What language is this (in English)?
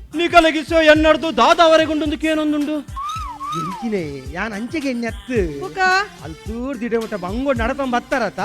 Tulu